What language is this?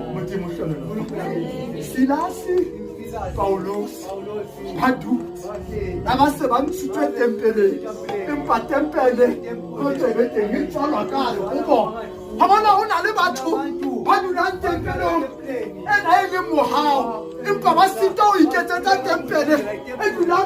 Southern Sotho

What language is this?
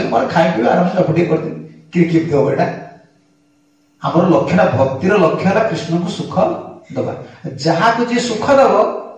Odia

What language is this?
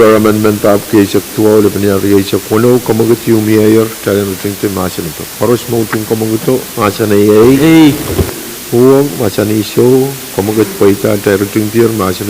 Pohnpeian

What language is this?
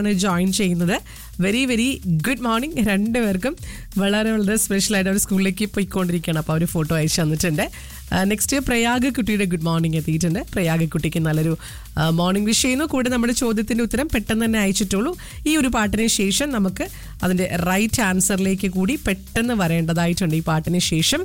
Malayalam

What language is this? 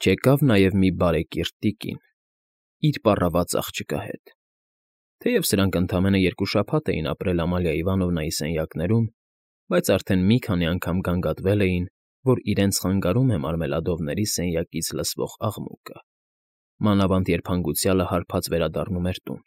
Armenian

